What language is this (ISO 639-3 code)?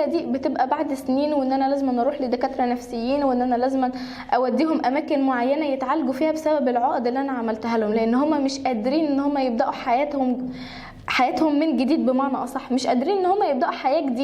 arz